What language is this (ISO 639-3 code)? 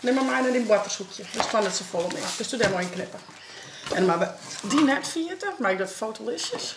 fry